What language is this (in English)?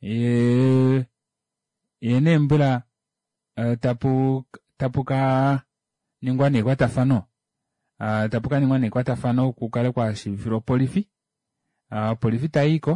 Kuanyama